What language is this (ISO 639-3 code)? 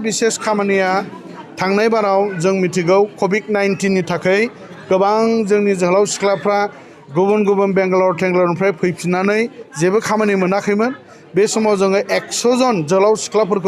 brx